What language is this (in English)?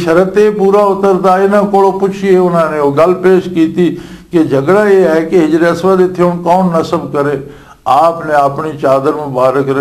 Western Panjabi